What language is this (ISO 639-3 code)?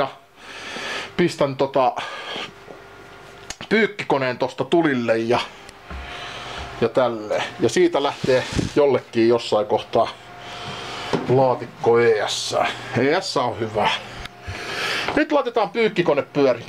fin